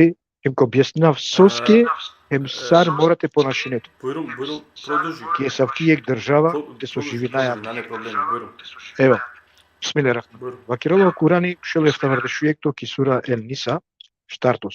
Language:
Balkan Romani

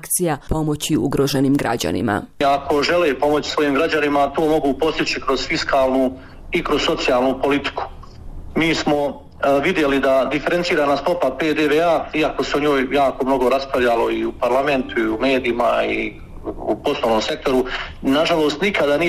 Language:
Bosnian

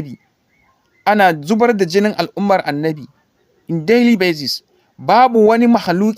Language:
Hausa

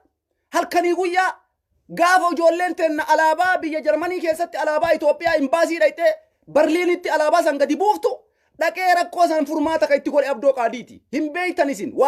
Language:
Oromo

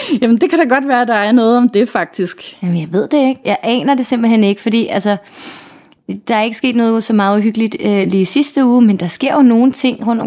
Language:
Danish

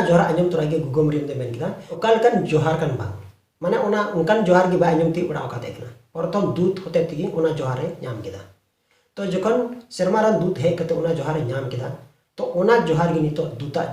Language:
Santali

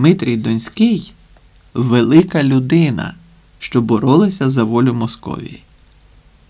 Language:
Ukrainian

